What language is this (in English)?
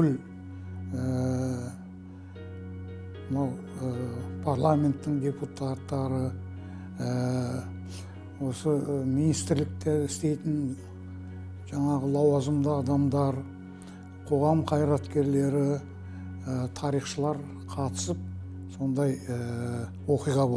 Kazakh